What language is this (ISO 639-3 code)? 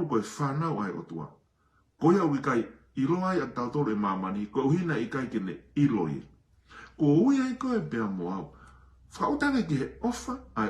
ton